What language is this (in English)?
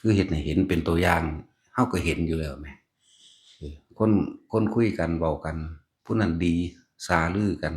Northeastern Thai